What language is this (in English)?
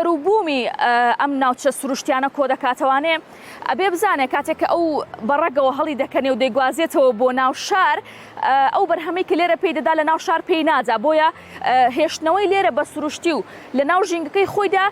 Central Kurdish